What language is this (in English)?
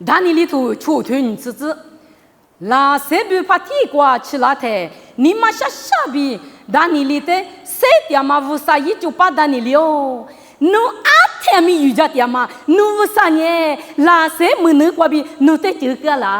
Lisu